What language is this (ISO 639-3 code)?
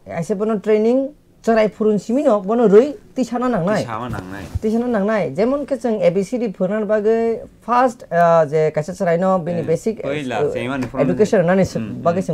trp